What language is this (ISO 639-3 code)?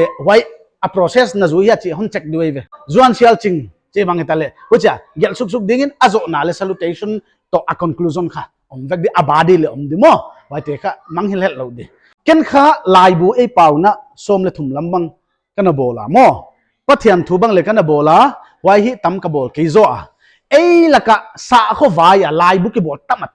pck